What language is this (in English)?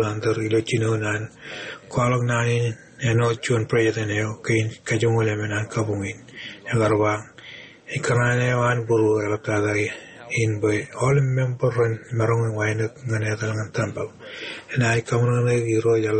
Marshallese